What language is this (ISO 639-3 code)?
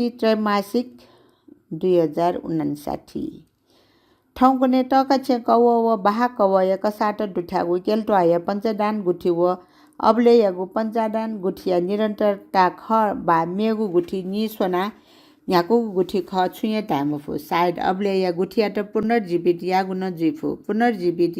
new